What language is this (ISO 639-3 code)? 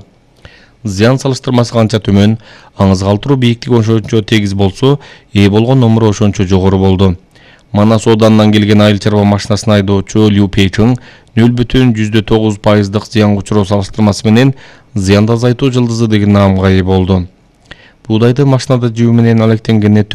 kir